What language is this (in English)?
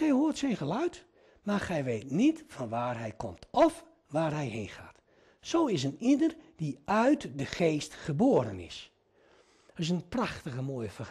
Dutch